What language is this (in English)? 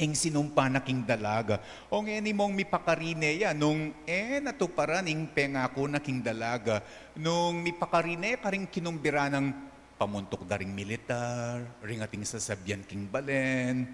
Pampanga